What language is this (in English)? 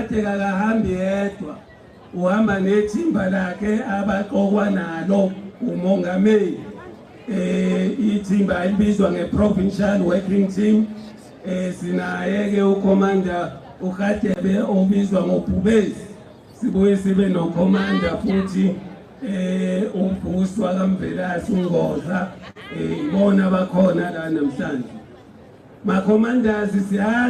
Zulu